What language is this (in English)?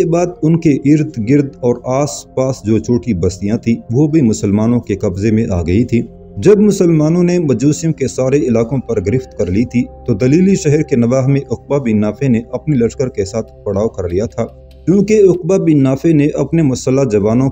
Urdu